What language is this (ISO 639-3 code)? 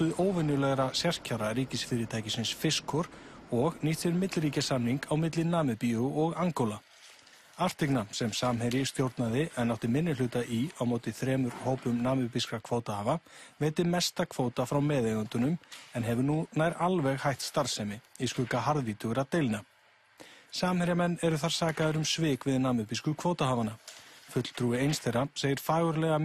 isl